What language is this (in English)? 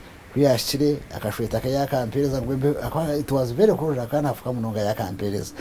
Nyankole